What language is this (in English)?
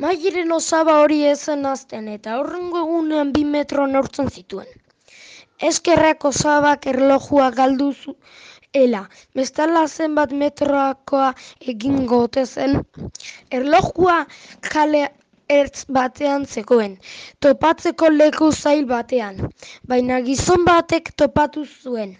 Basque